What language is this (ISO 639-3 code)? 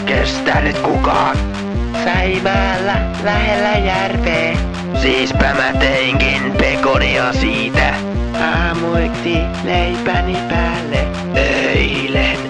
fin